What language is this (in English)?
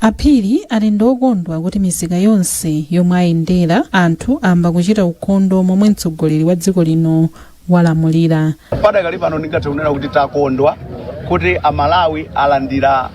Nyanja